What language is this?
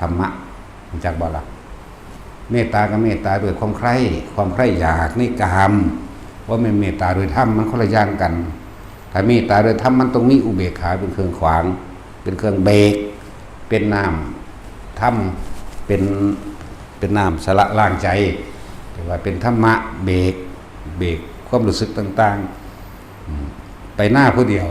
Northeastern Thai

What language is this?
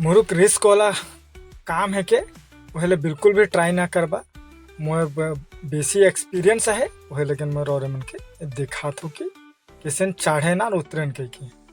Sadri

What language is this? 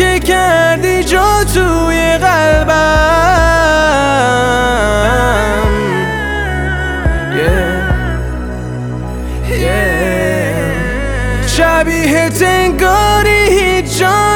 Persian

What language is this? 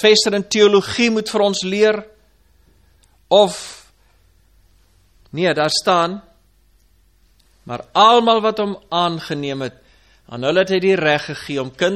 Afrikaans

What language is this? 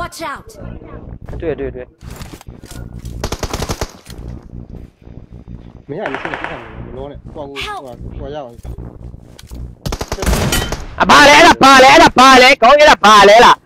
Burmese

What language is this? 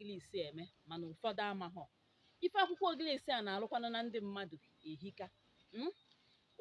Igbo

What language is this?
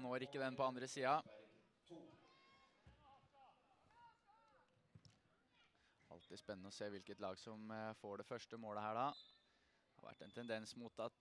Norwegian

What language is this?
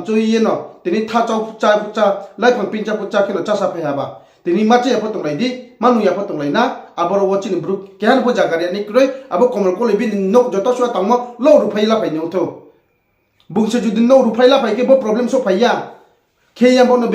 Riang (India)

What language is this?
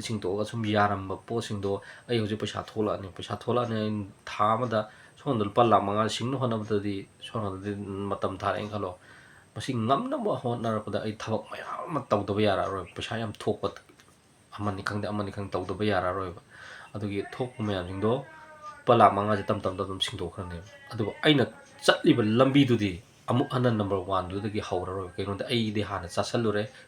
Manipuri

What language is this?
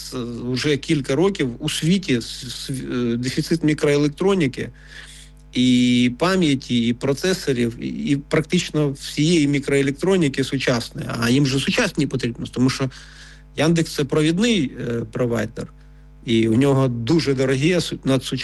Ukrainian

